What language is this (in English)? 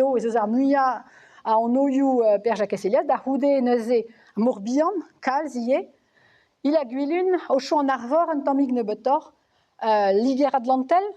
Breton